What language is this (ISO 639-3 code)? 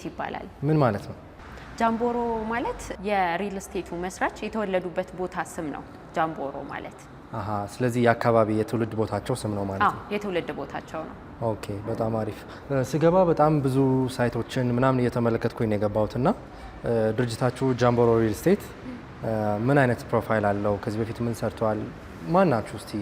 amh